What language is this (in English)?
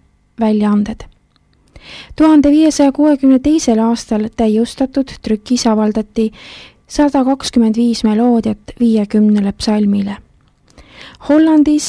Estonian